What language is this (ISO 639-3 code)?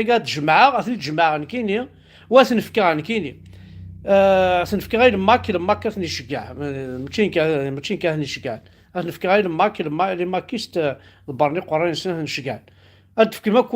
kab